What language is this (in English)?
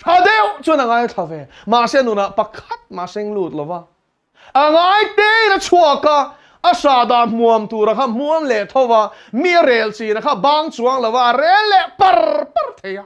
Mizo